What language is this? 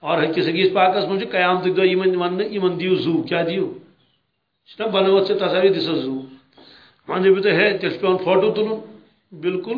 Kashmiri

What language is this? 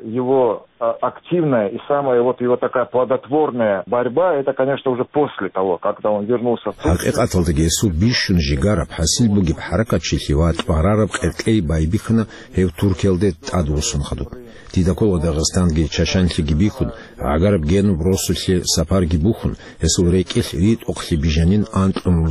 Avaric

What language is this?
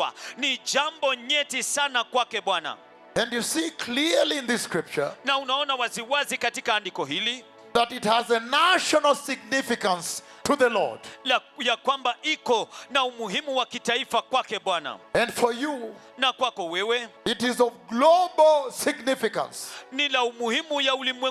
Swahili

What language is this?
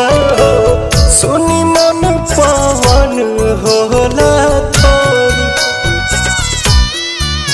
Bhojpuri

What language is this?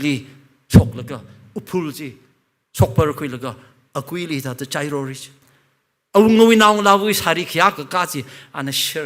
Tangkhul Naga (India)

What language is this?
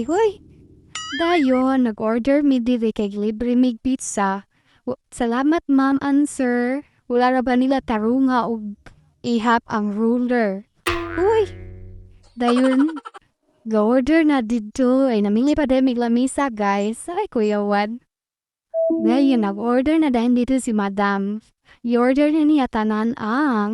Cebuano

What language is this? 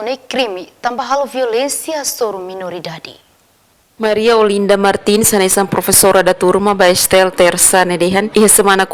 Tetum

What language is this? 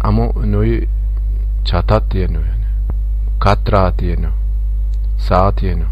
Zaza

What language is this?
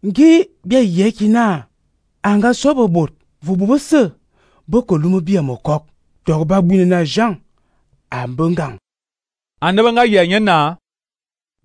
Fang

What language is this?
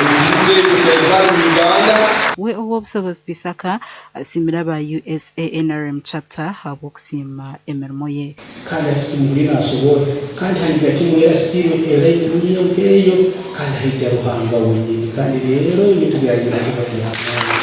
Nyankole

